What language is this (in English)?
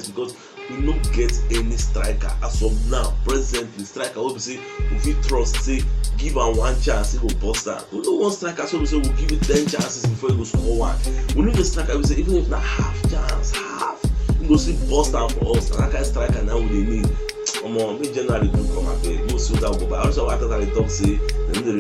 Nigerian Pidgin